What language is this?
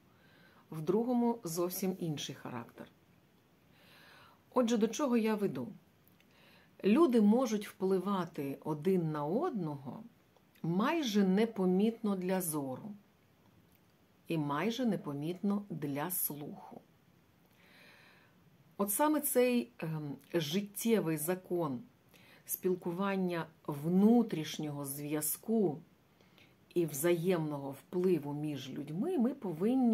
Ukrainian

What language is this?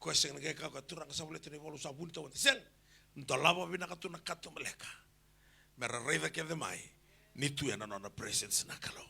Fijian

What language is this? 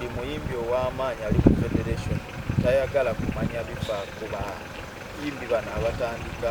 Ganda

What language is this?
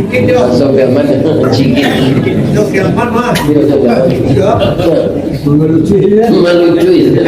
Minangkabau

